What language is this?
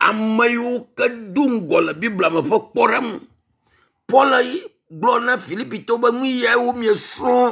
Ewe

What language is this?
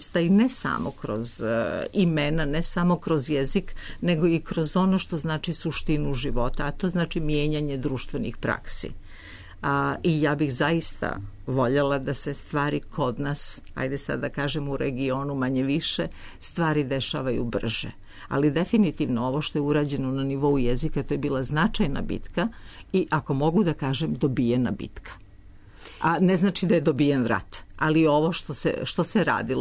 Serbian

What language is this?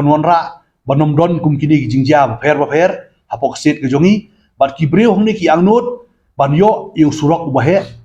Khasi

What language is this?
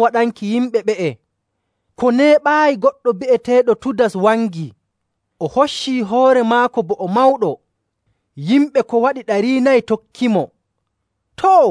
Nigerian Fulfulde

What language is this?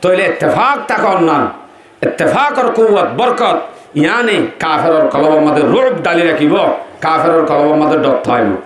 Rohingya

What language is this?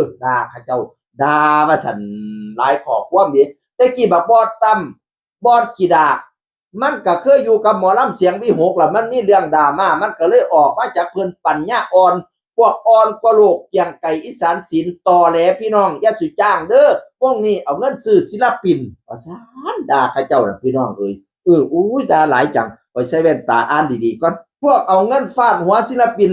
Northeastern Thai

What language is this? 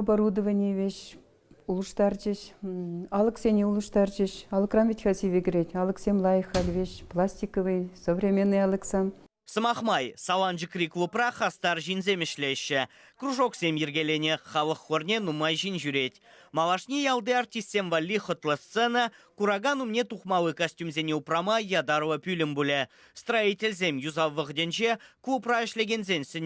Chuvash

